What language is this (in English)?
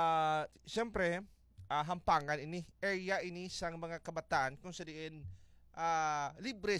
Hiligaynon